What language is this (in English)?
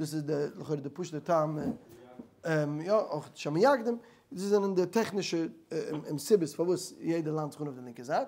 Yiddish